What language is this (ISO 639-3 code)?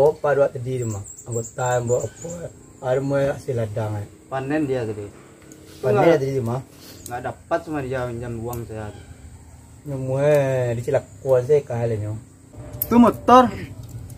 min